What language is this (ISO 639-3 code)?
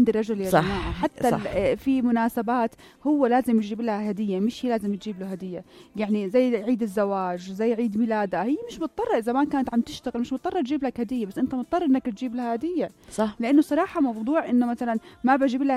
apc